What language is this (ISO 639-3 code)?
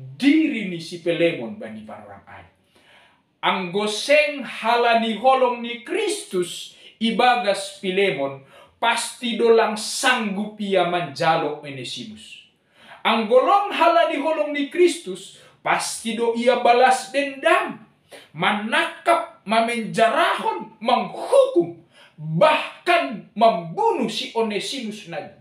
bts